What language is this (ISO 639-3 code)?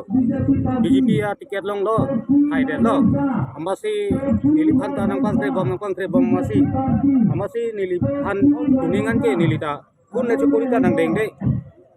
mjw